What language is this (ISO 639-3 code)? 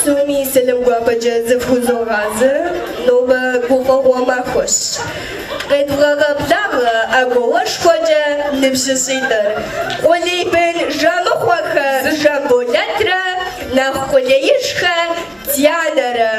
kbd